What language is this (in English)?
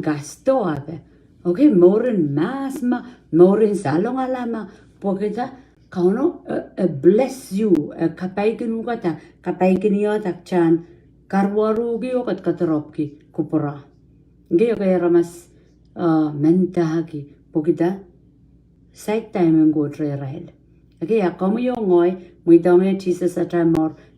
Pohnpeian